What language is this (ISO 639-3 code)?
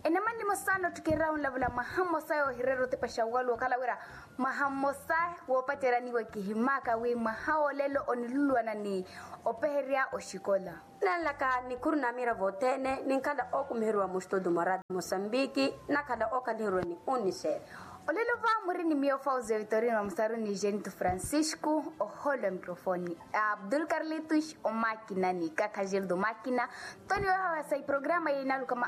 vmw